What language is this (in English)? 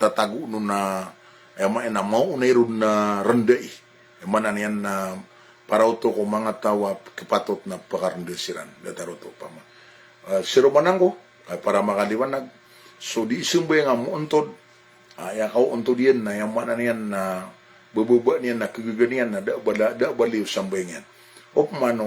Maranao